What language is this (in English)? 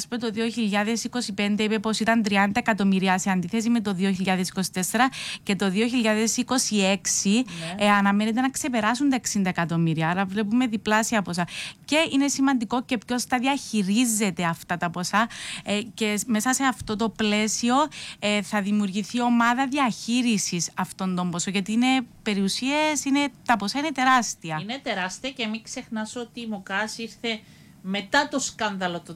Greek